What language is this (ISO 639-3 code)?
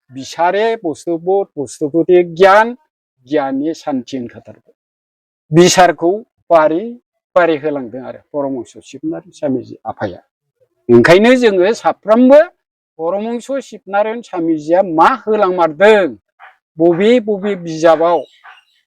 brx